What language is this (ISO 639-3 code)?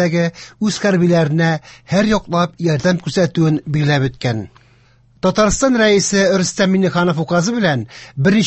tat